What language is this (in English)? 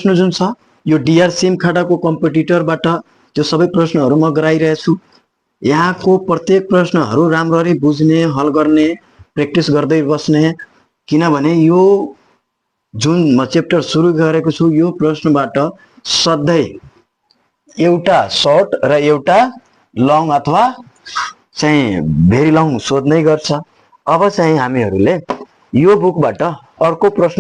Nepali